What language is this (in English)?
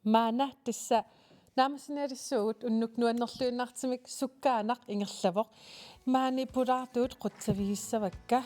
Kalaallisut